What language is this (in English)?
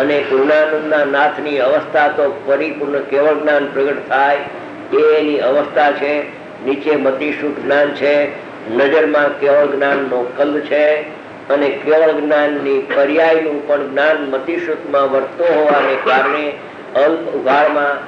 Gujarati